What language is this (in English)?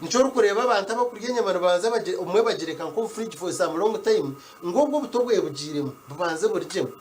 Nyankole